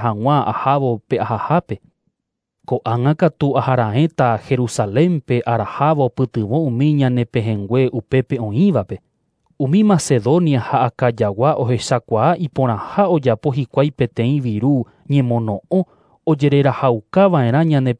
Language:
Guarani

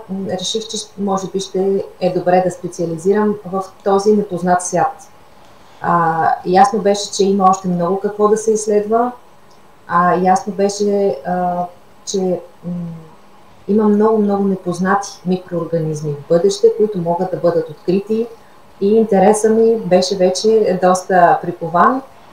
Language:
Bulgarian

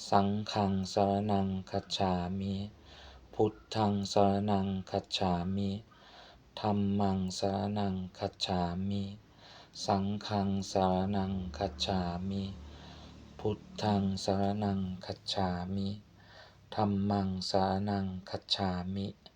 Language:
Pali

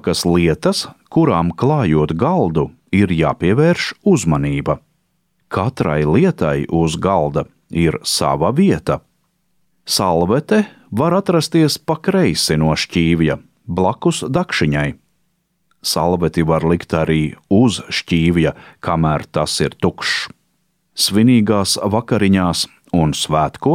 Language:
Latvian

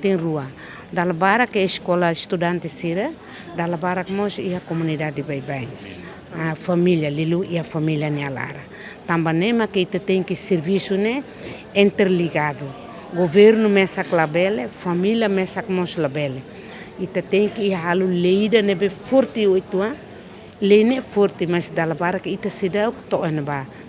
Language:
Tetum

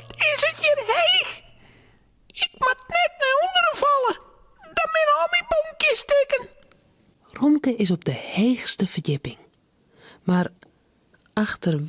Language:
Western Frisian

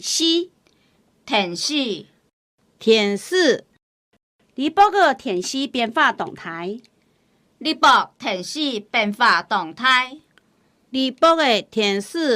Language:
Hakka Chinese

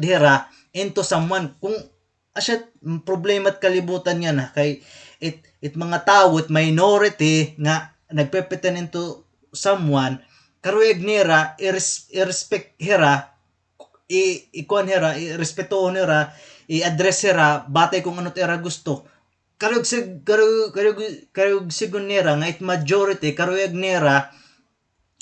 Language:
Waray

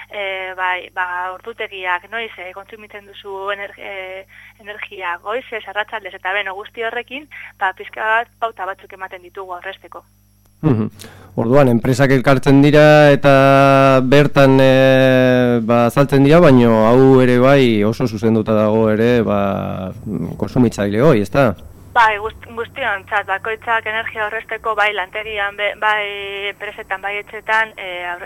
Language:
Basque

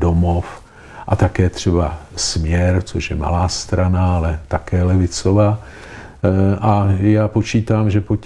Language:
Czech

